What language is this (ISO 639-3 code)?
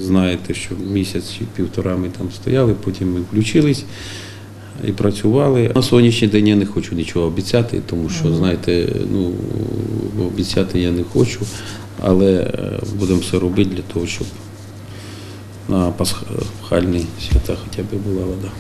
ukr